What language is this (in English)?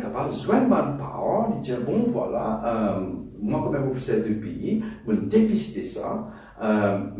Morisyen